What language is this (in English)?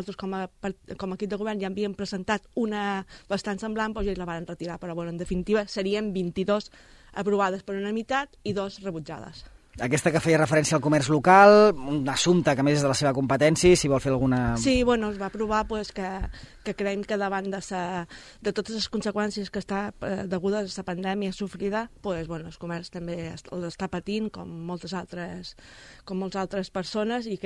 Catalan